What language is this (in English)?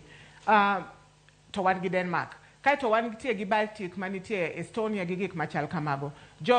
Luo (Kenya and Tanzania)